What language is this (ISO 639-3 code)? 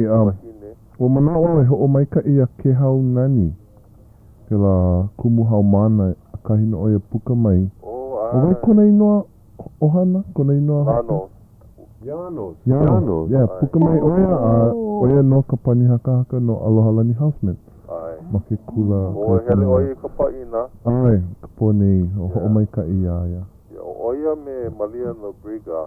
haw